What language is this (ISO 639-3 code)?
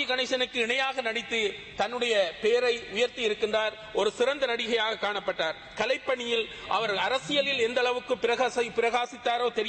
tam